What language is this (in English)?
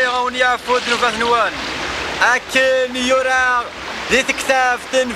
Kabyle